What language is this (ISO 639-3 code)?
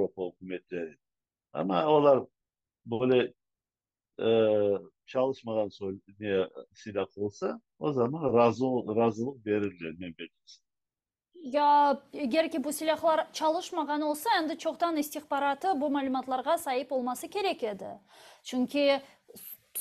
crh